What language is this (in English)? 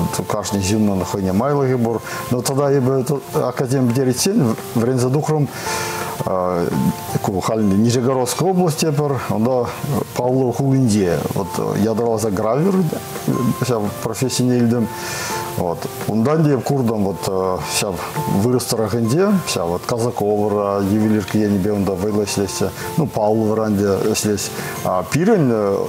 Chuvash